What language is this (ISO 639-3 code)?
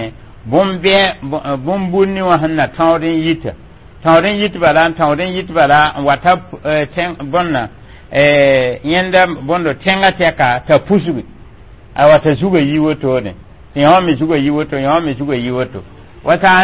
mos